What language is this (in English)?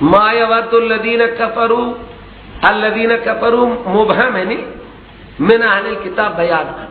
Persian